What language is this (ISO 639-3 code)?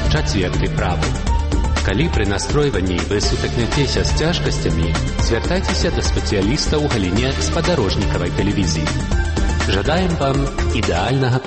bel